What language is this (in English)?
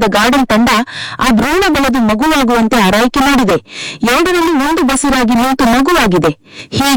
Kannada